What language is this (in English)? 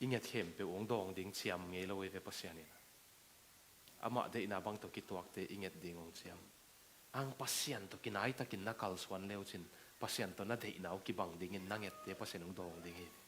Tedim Chin